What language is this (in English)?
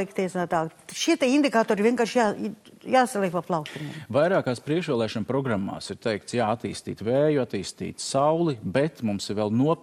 Latvian